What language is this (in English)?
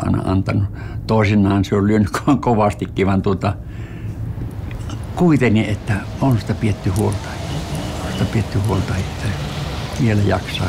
Finnish